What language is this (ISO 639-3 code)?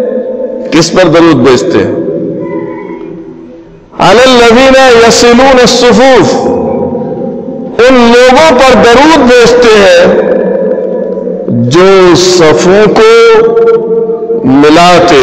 urd